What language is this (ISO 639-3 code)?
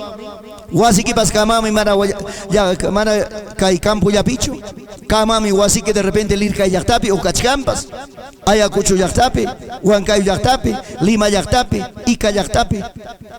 quy